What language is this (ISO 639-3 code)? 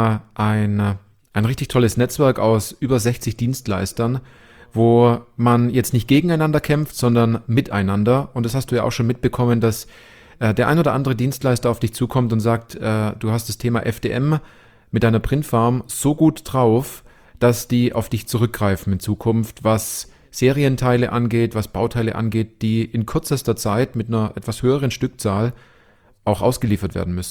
deu